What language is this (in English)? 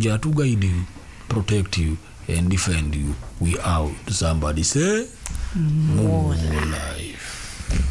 Swahili